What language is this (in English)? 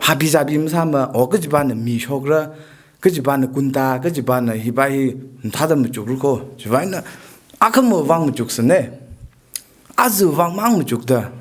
Tangkhul Naga (India)